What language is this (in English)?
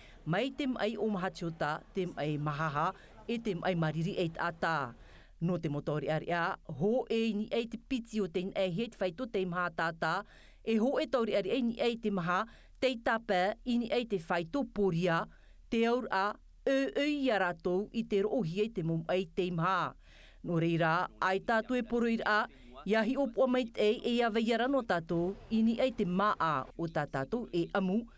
Tahitian